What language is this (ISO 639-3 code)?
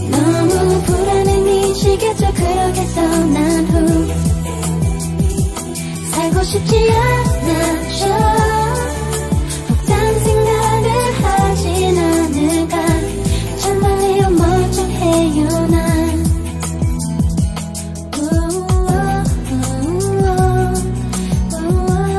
kor